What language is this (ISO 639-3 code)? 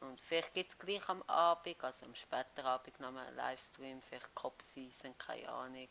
gsw